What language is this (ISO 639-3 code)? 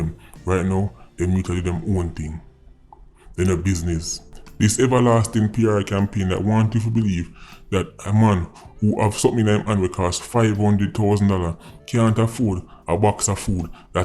jam